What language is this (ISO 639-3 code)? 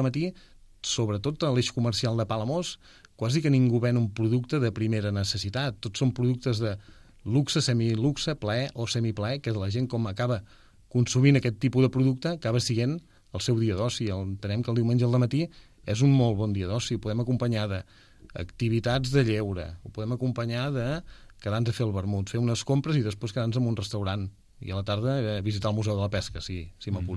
cat